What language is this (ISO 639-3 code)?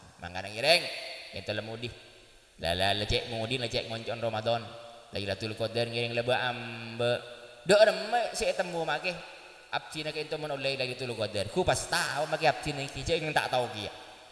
mad